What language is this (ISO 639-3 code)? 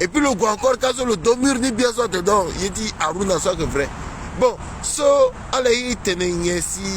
sag